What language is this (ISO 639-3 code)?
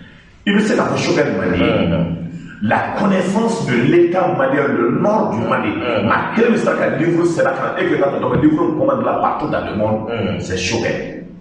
bam